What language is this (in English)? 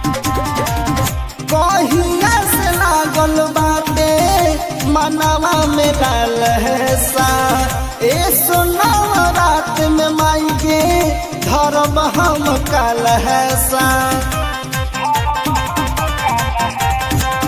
Bhojpuri